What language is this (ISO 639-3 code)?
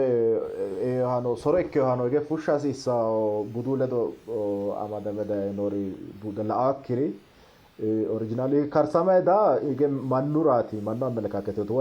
sid